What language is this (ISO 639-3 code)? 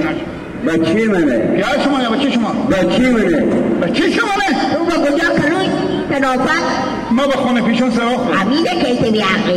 haz